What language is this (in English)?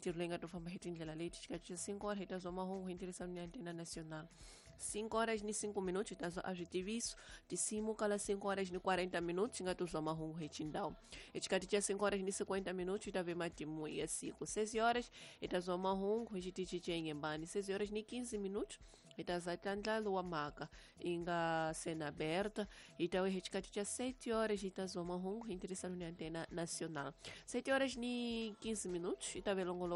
Tsonga